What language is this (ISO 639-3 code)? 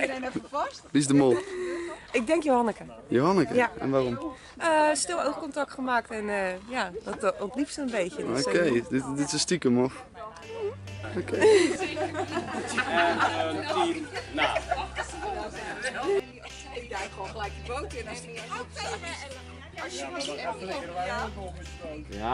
nld